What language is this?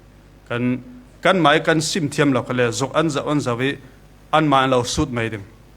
Falam Chin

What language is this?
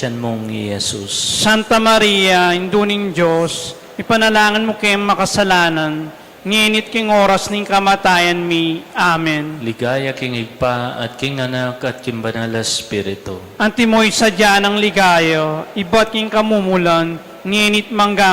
Pampanga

